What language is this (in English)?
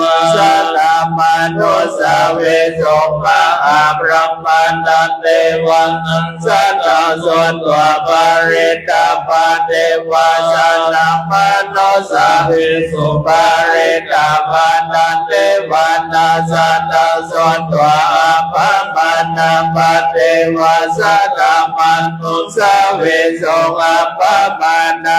Pali